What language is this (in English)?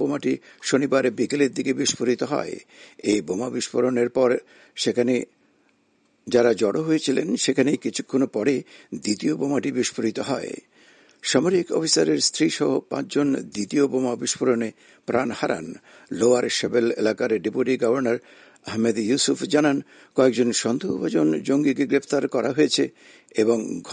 Bangla